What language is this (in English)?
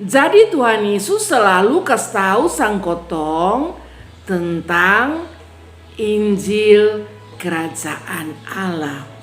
Kupang Malay